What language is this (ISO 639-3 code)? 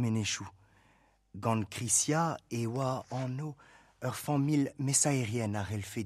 bre